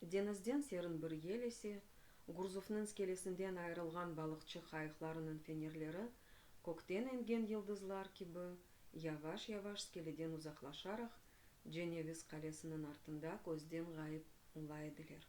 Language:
Crimean Tatar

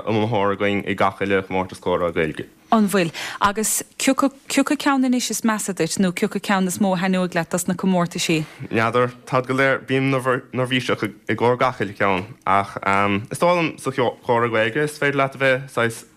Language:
Irish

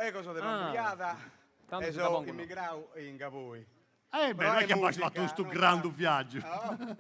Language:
Sardinian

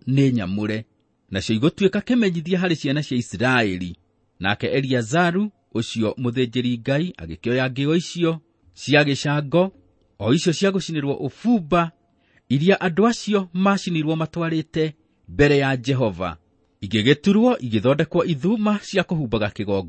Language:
Kikuyu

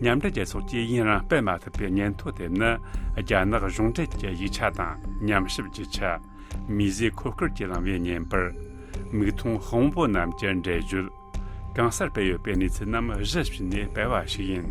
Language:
Tibetan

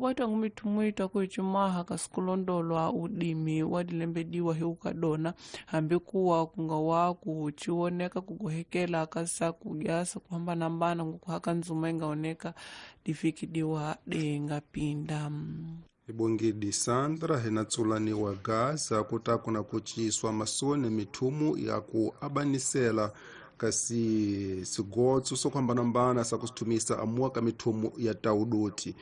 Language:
Tsonga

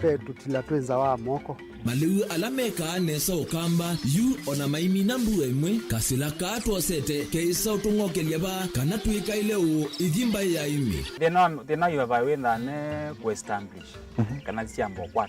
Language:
Kamba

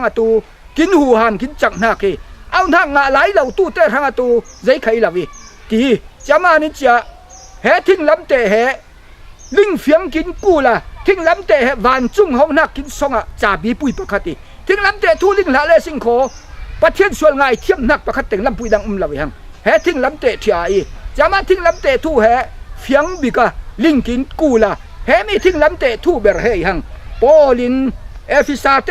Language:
Falam Chin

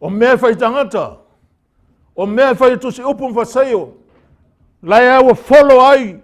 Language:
Samoan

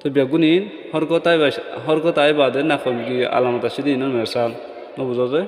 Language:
Rohingya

